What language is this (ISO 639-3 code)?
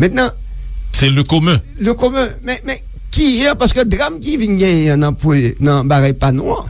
hat